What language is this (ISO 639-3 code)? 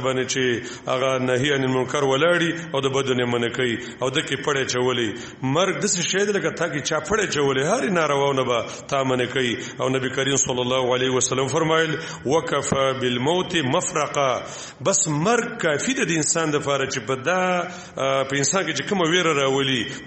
pus